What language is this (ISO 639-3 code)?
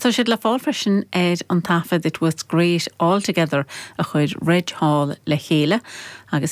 gle